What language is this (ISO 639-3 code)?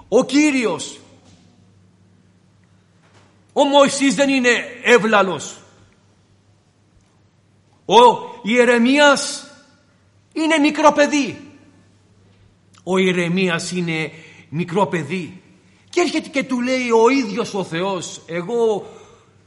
ell